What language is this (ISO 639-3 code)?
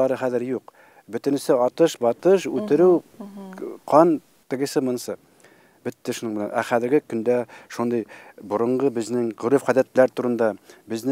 tat